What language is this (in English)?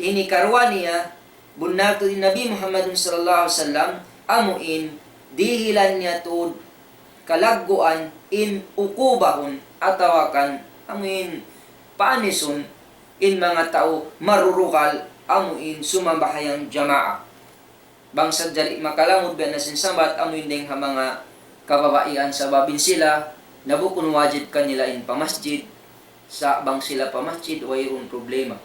Tausug